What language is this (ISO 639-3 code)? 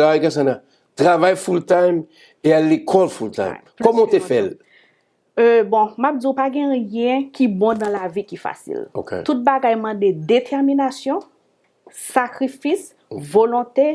hat